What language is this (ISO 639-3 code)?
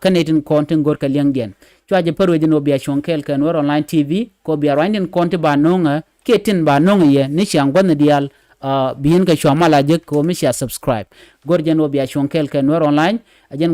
nus